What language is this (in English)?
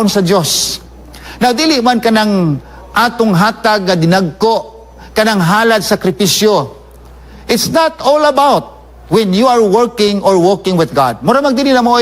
Cebuano